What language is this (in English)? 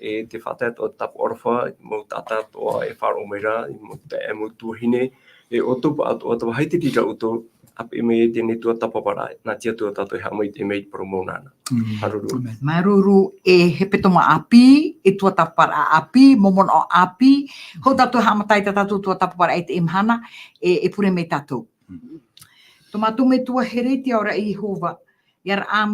Tahitian